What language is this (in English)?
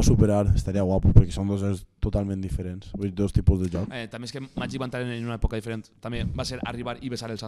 Catalan